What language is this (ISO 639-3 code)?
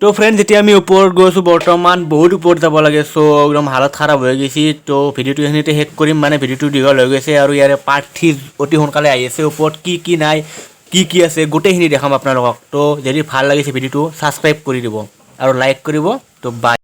asm